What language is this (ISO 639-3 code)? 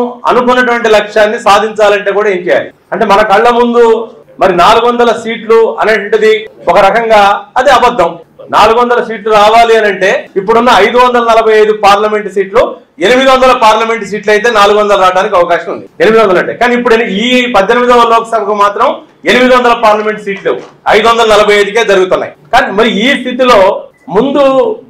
tel